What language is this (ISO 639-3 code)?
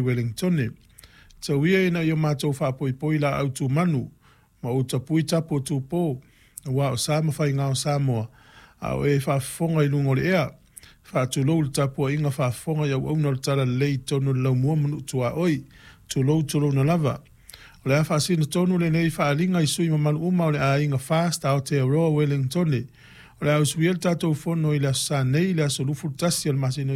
smo